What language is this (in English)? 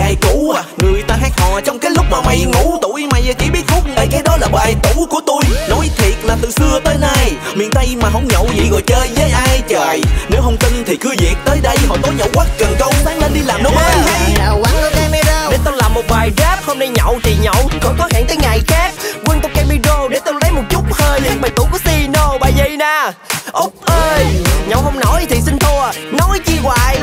Vietnamese